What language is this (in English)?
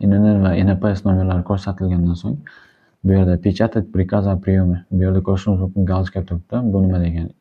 Uzbek